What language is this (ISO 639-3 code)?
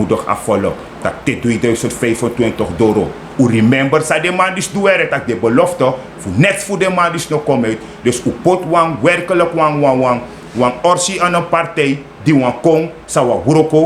srn